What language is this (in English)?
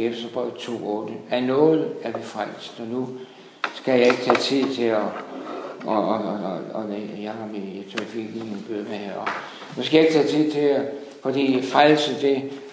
Danish